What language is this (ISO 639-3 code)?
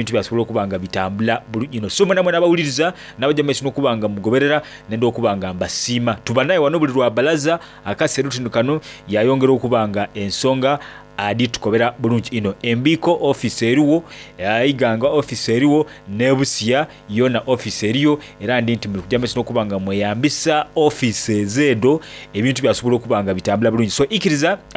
xog